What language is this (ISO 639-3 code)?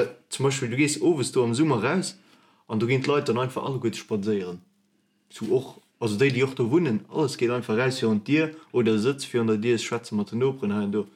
ltz